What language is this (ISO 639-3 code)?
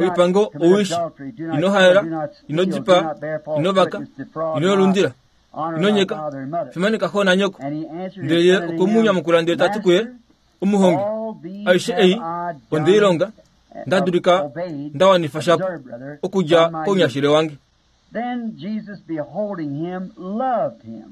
kua